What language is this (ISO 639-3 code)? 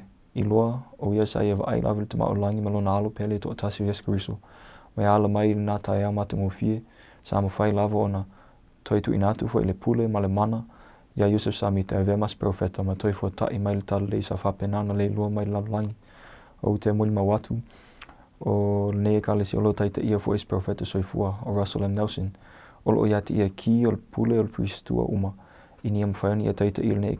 smo